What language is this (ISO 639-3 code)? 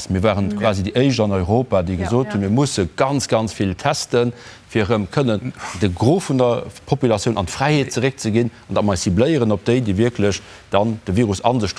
ltz